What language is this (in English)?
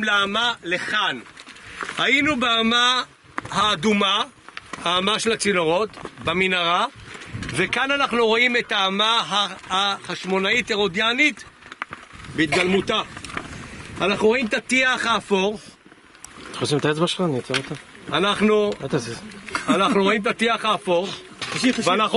Hebrew